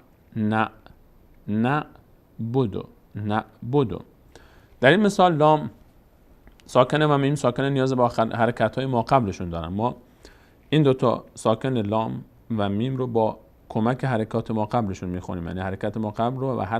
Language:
Persian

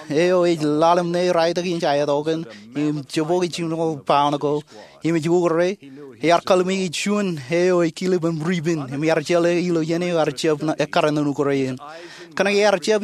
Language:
Marshallese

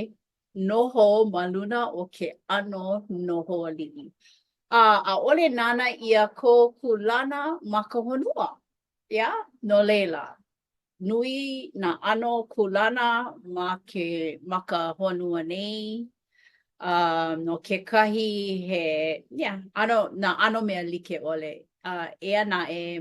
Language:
Hawaiian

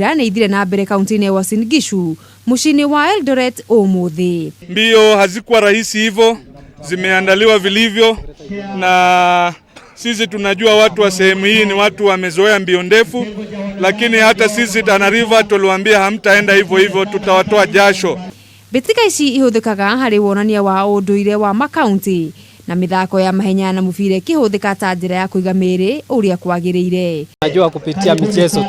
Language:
Kikuyu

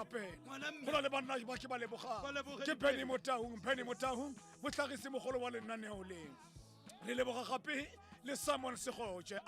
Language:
Tswana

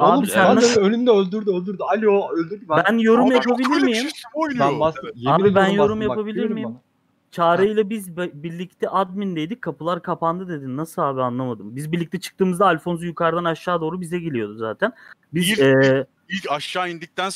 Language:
Turkish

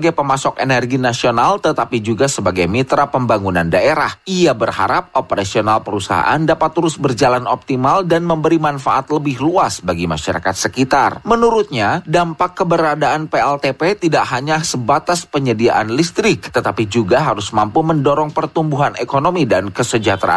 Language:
Indonesian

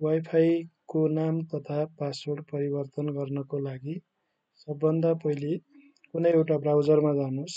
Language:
Nepali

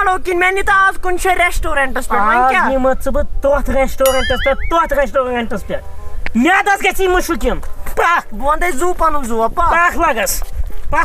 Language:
Kashmiri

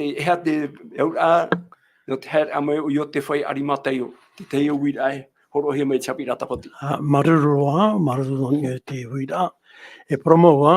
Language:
Tahitian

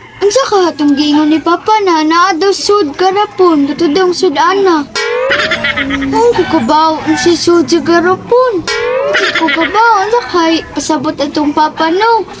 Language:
Cebuano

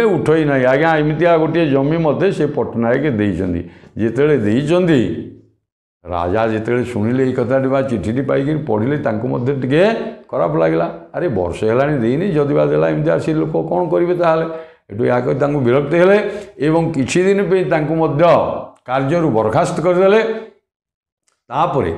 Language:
Odia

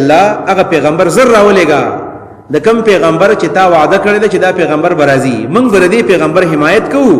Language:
Pashto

